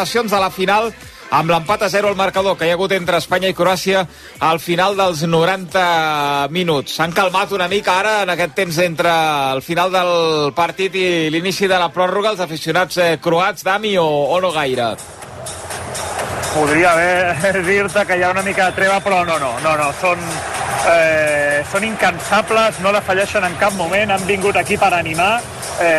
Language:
Catalan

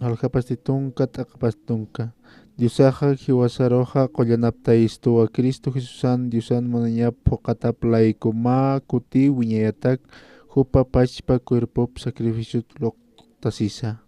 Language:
Aymara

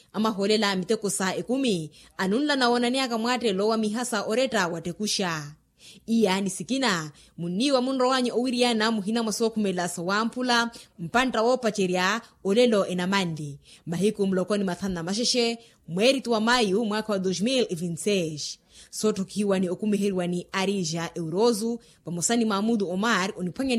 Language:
Makhuwa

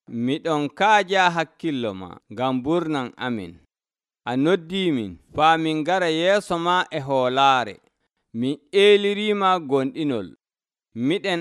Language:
Nigerian Fulfulde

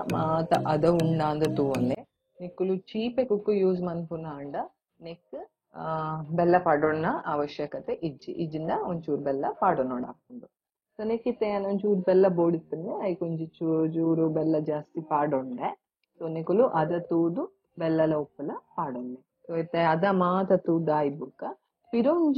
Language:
Tulu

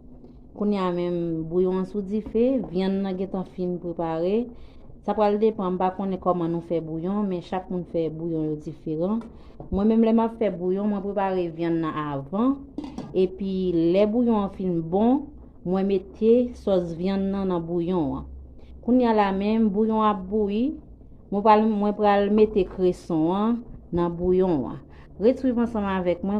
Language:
Haitian Creole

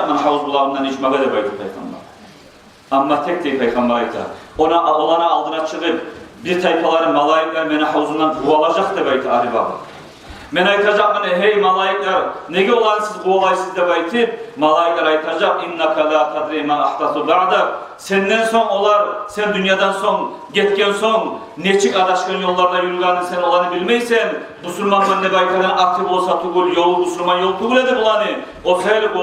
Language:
Kumyk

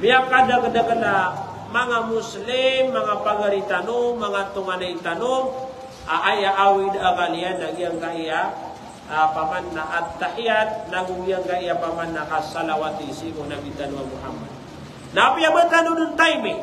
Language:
Maranao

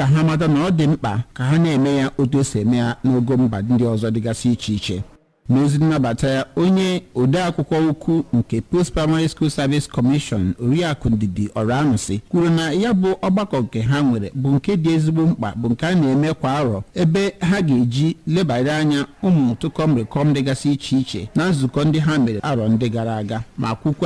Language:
Igbo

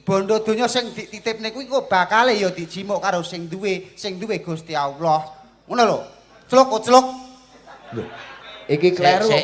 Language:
Javanese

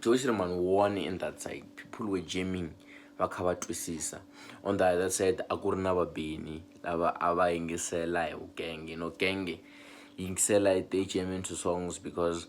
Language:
Tsonga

